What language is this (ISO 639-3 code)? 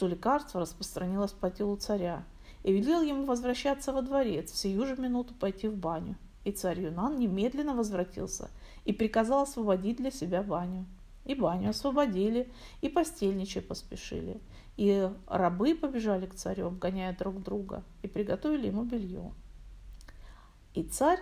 rus